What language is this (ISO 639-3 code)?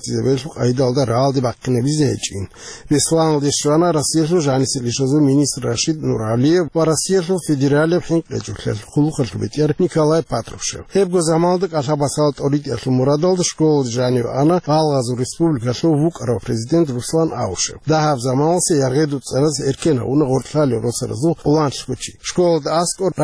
ava